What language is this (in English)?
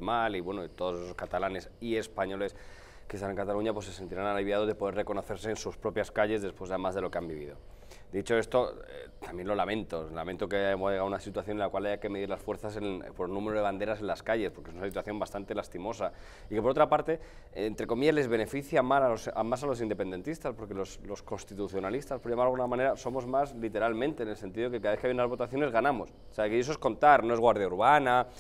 Spanish